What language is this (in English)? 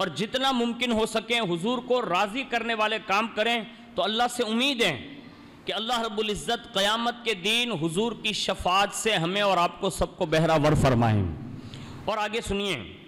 Urdu